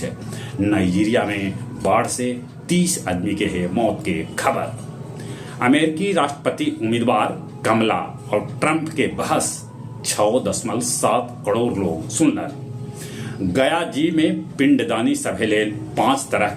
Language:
Magahi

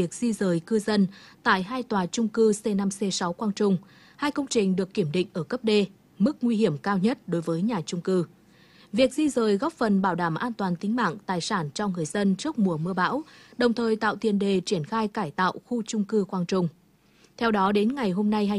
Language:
Vietnamese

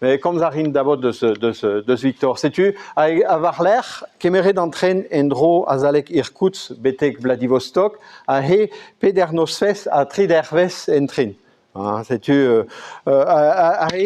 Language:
Breton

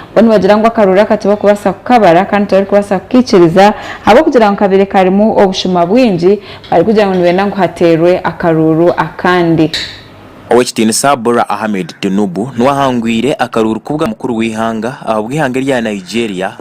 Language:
Nyankole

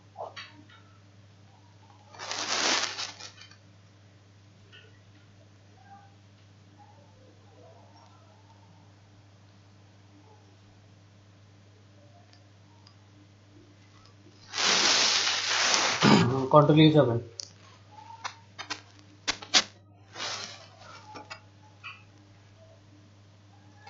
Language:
Bangla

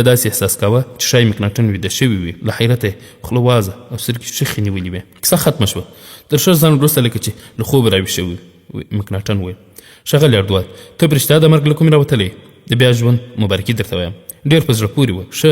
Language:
Pashto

